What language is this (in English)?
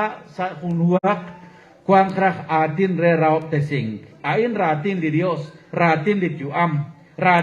Kekchí